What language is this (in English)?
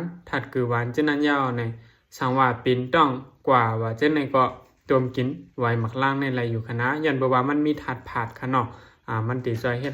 Shan